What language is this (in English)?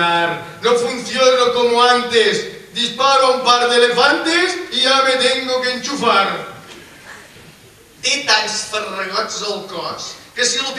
Catalan